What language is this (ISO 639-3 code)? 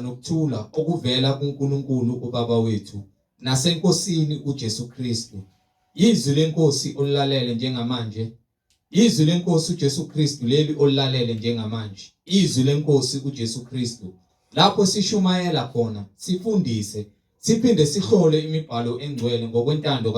zul